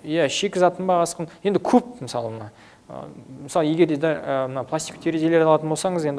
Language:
Kazakh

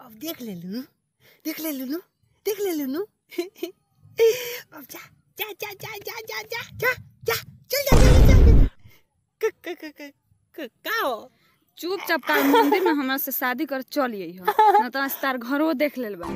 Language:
Bhojpuri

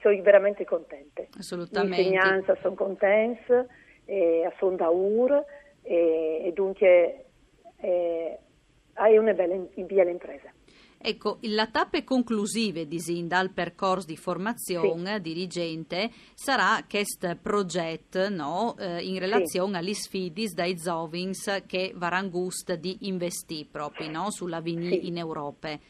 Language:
Friulian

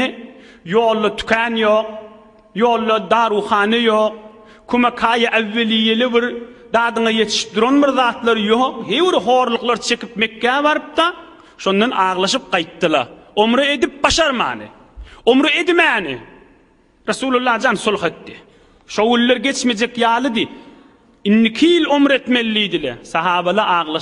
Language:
Turkmen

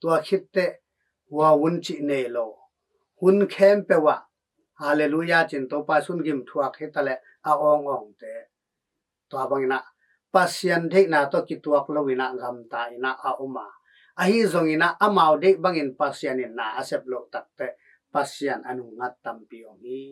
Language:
Tedim Chin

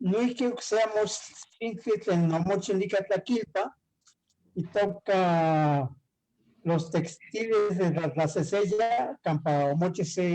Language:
Eastern Huasteca Nahuatl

